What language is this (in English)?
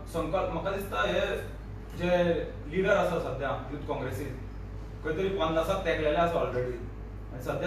Konkani